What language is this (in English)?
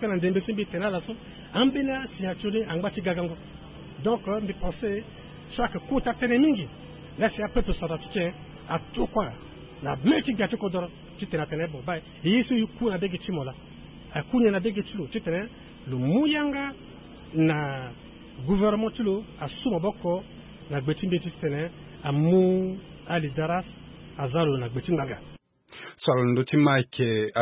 Sango